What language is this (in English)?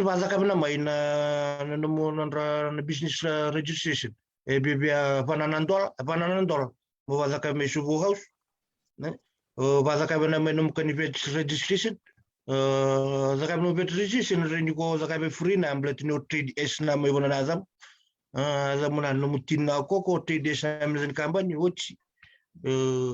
Fijian